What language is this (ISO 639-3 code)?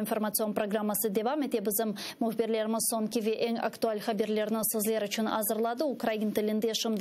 crh